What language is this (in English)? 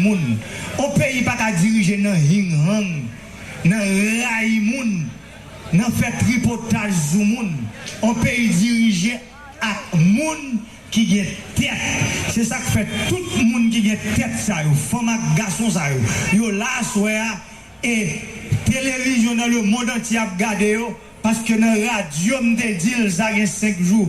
Haitian Creole